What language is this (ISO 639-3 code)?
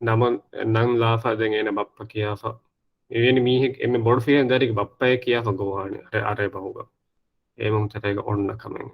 div